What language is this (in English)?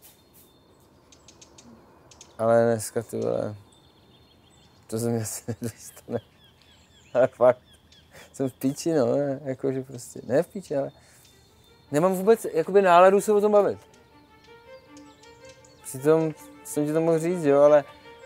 Czech